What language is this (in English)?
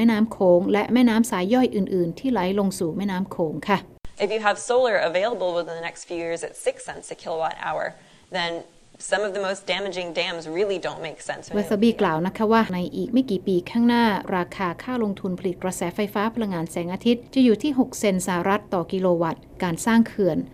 Thai